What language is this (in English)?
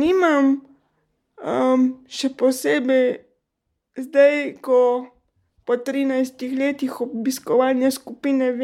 Slovenian